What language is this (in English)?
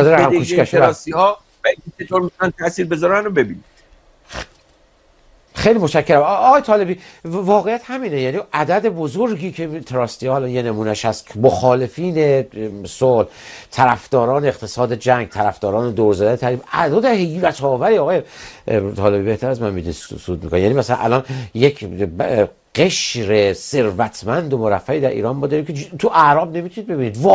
Persian